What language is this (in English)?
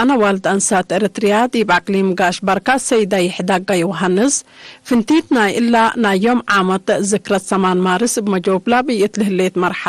Tigre